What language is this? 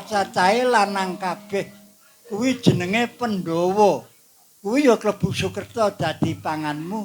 Javanese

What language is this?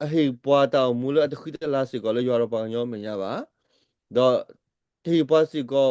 S'gaw Karen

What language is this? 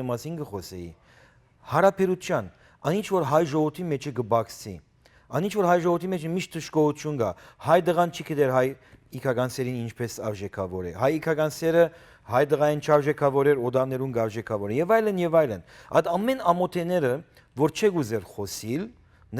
Western Armenian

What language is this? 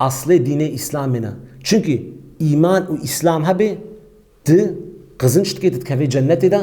Kurdish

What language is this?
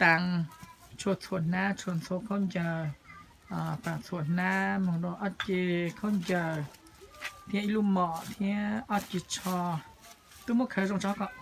Hmong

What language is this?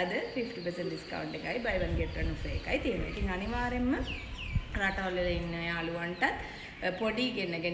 Sinhala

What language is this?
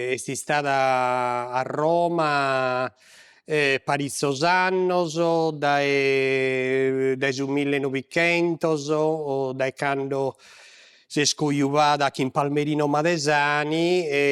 Sardinian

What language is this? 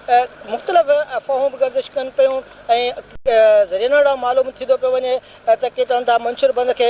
Sindhi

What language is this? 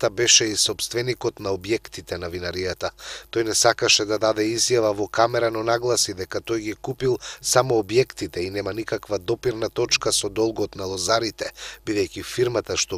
Macedonian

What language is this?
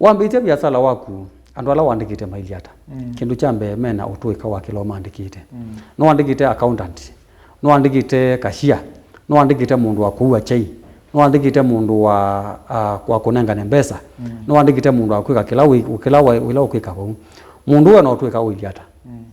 Kamba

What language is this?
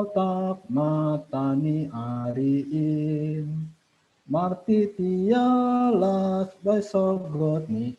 Batak Simalungun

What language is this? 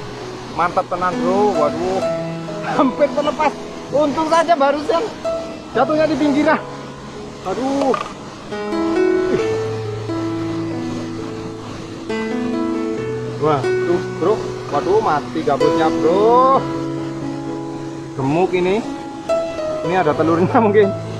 Indonesian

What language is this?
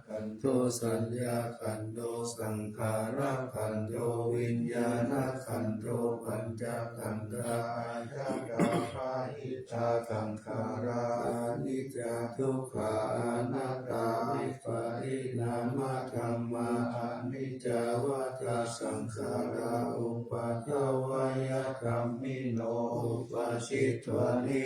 Pali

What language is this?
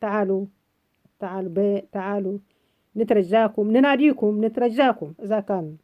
North Levantine Arabic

